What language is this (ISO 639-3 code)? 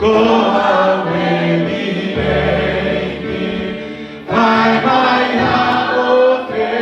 ton